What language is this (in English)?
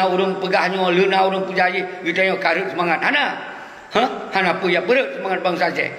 Achinese